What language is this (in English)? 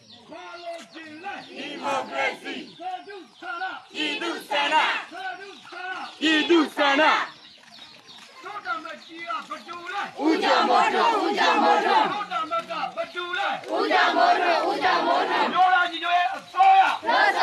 Burmese